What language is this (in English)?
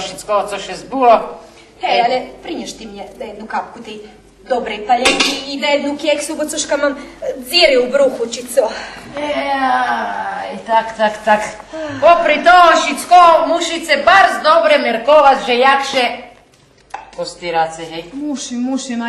Rusyn